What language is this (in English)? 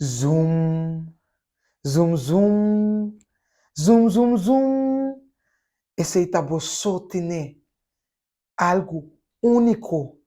Papiamento